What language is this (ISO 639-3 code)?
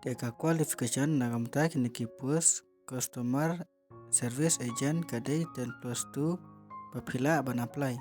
kha